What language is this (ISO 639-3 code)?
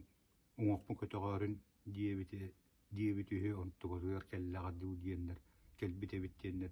sah